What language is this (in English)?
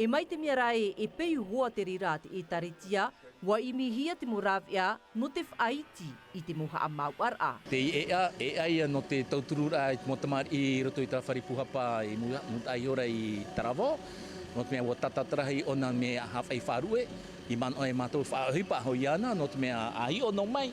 Tahitian